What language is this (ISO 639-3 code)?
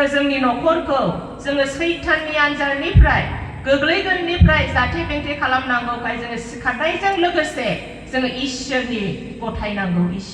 brx